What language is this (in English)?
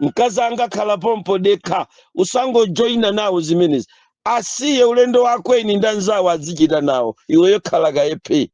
Nyanja